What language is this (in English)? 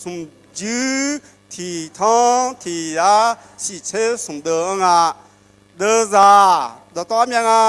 Akha